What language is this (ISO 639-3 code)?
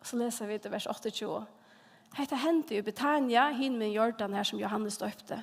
fao